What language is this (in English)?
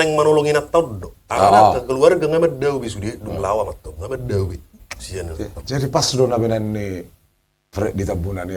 Batak Toba